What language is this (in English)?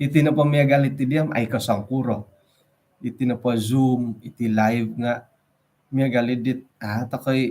Central Dusun